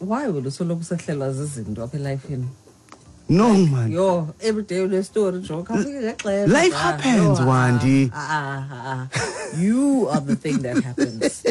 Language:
Xhosa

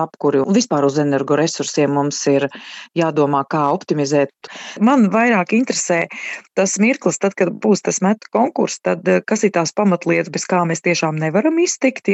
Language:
Latvian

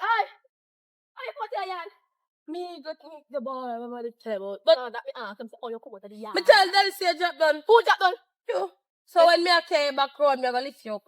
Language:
Jamaican Creole English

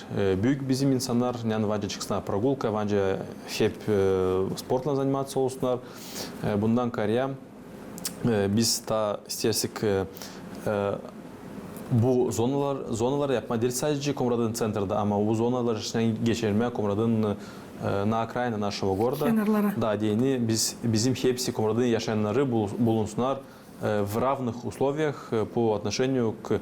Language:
Gagauz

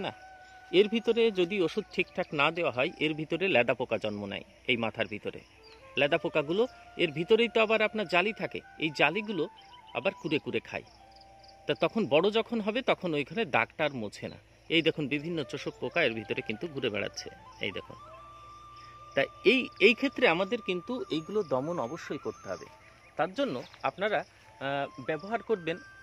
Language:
Bangla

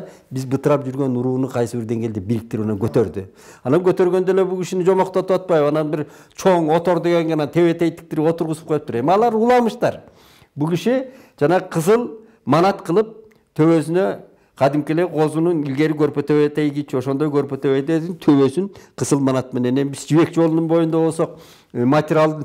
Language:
Kyrgyz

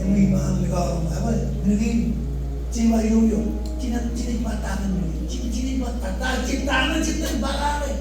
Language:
Marshallese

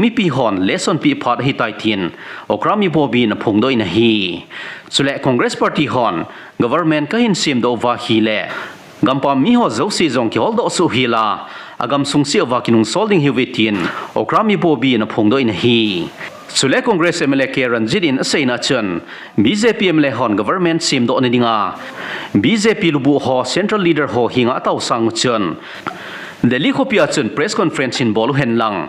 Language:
Thado Chin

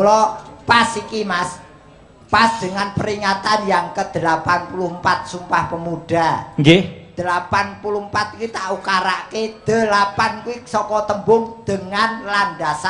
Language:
Javanese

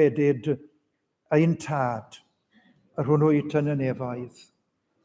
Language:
Welsh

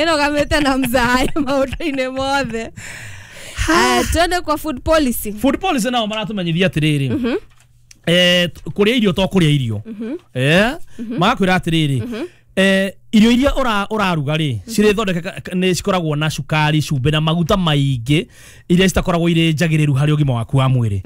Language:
Kikuyu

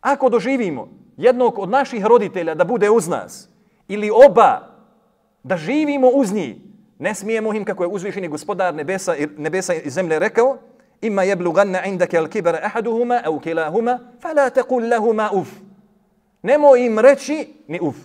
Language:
Bosnian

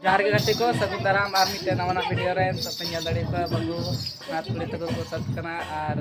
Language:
Santali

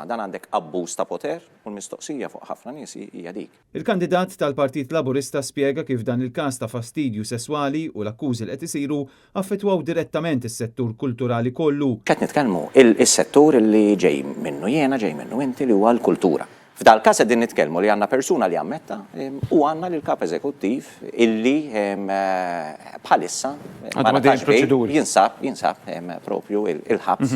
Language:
Maltese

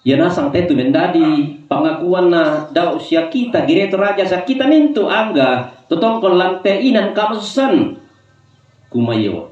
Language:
Toraja-Sa'dan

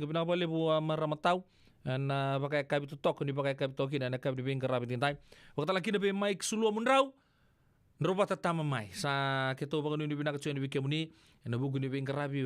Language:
Fijian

